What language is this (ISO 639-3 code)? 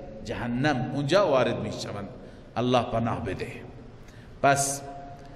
fas